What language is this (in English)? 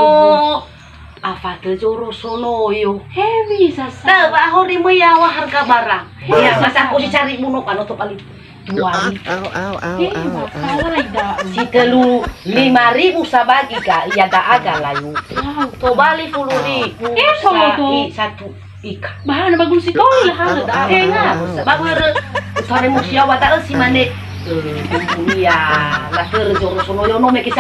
Nias